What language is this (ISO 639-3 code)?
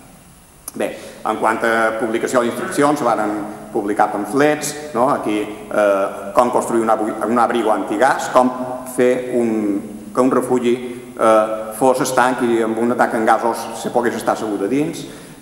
cat